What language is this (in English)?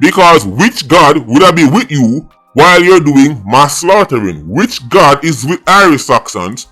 Jamaican Creole English